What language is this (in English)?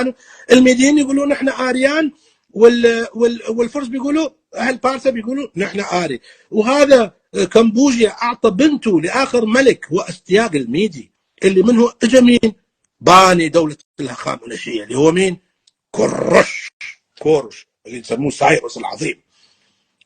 North Levantine Arabic